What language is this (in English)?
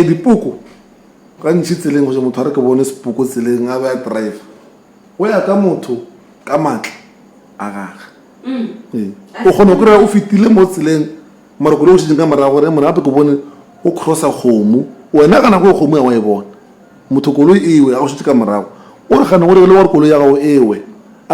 Northern Sotho